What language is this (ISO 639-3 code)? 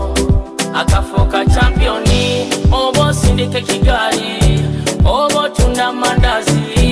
nyo